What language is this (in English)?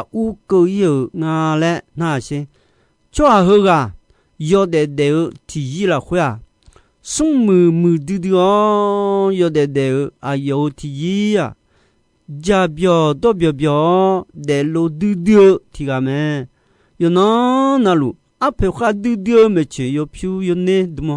Akha